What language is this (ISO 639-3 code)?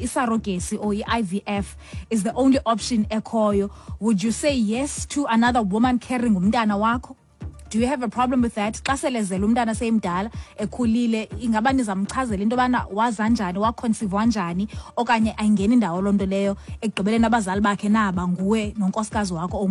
xho